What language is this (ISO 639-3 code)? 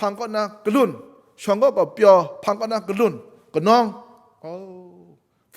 kac